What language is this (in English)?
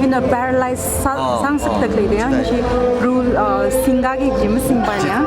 Tangkhul Naga (India)